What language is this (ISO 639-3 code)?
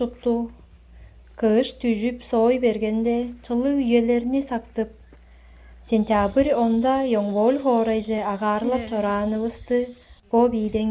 tyv